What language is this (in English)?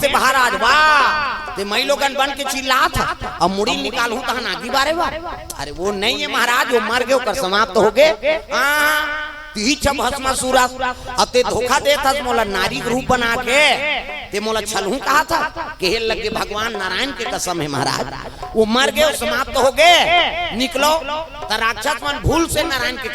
Chhattisgarhi